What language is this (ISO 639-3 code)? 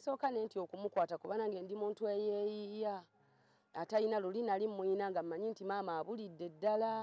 lug